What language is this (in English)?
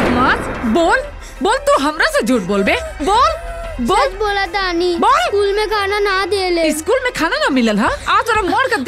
Bhojpuri